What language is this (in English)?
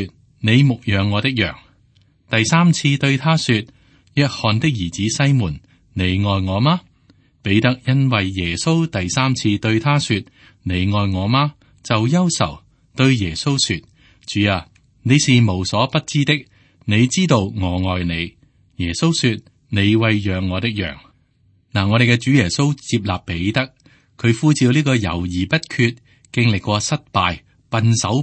Cantonese